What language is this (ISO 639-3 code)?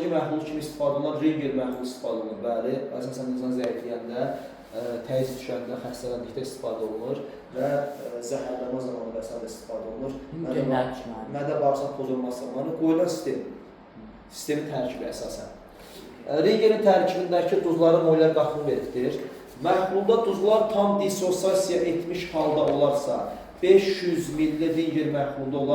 aze